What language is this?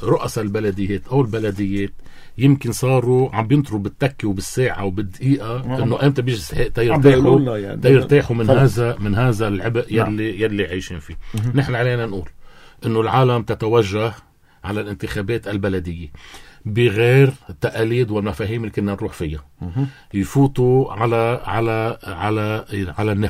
North Levantine Arabic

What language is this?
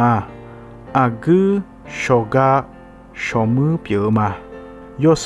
Akha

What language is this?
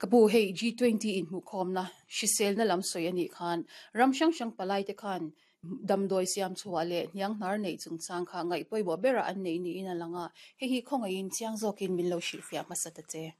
Mizo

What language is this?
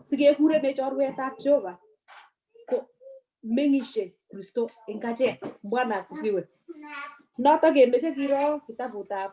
Kalenjin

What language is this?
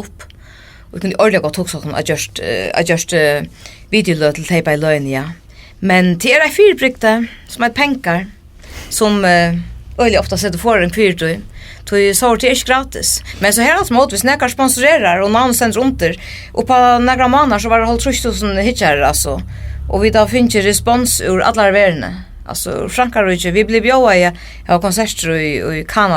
Faroese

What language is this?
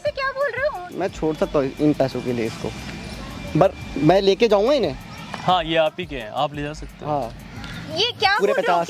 Hindi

